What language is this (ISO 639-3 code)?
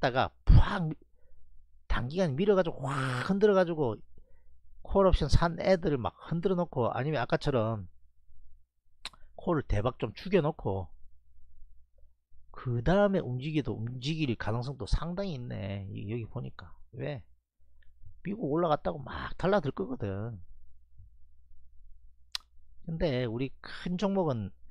kor